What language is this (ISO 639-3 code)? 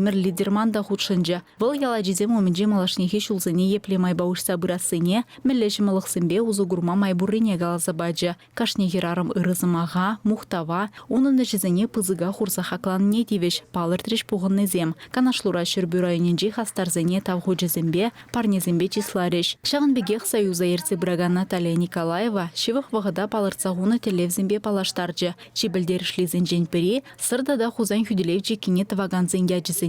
chv